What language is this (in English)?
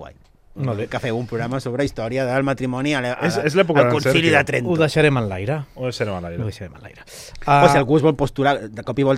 Catalan